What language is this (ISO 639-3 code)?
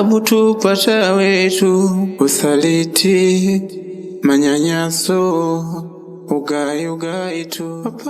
kde